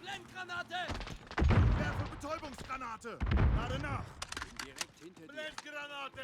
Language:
Bavarian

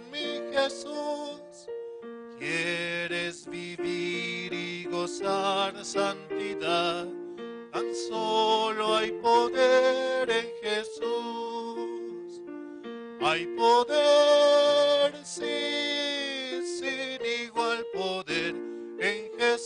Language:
Aymara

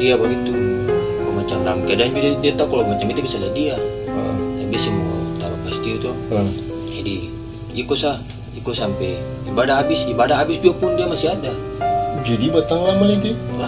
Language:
Ambonese Malay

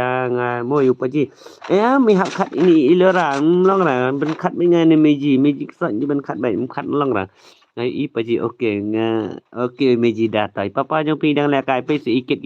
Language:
Khasi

